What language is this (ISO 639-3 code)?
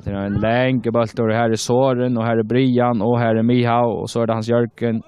fao